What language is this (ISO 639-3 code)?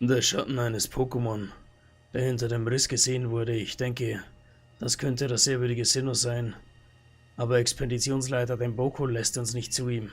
bar